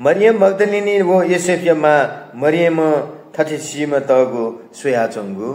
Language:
Newari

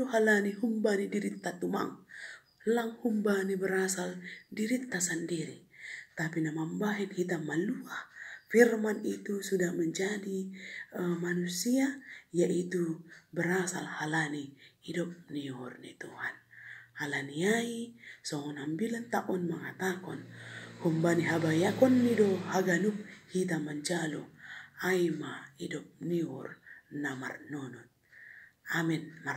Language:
Batak Simalungun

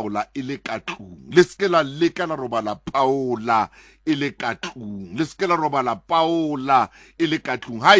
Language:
Southern Sotho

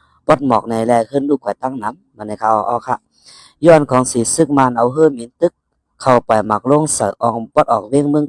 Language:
Shan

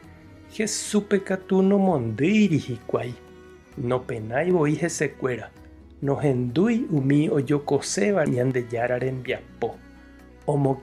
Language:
Guarani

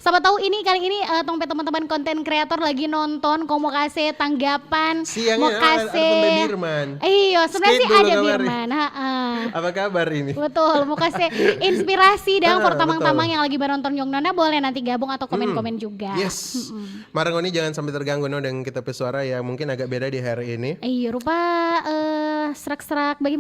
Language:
Manado Malay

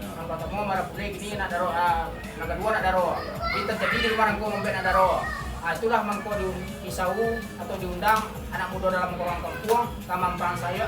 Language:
Minangkabau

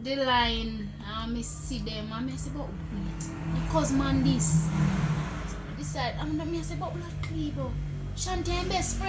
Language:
Jamaican Creole English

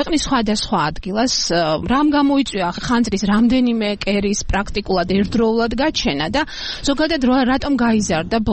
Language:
Georgian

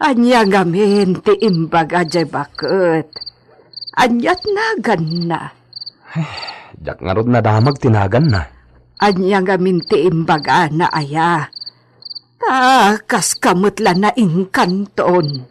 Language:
Iloko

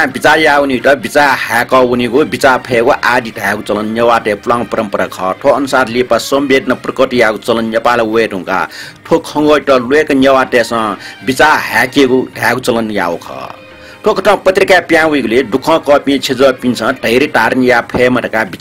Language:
Newari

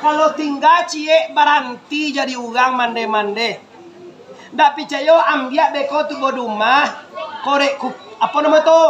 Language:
Minangkabau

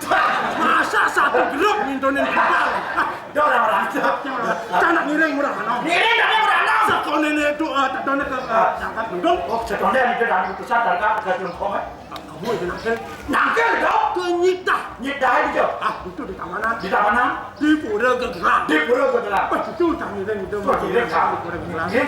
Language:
Balinese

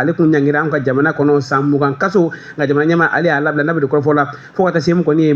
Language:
Bambara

